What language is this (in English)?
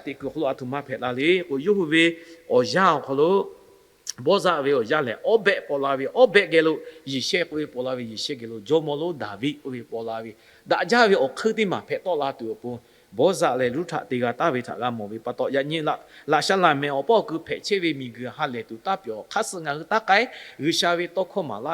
Lahu